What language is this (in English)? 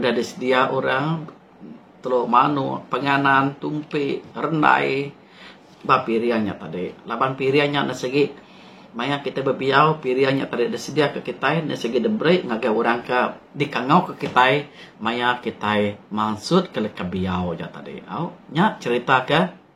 Iban